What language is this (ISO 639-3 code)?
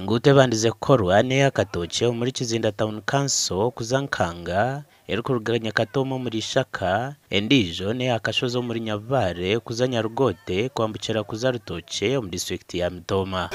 nyn